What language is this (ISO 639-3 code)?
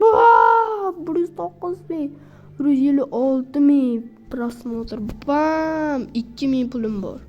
uzb